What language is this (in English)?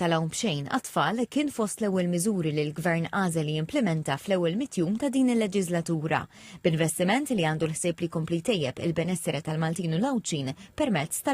Maltese